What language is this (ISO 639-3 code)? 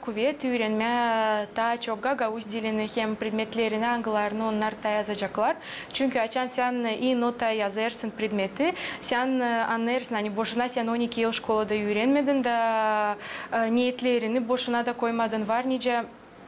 gag